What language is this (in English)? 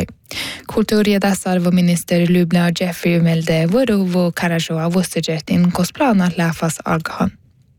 Northern Sami